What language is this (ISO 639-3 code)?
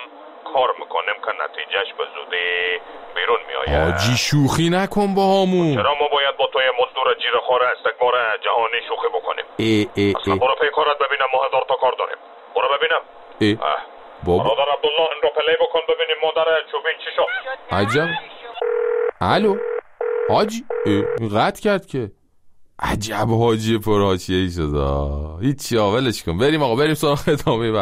fas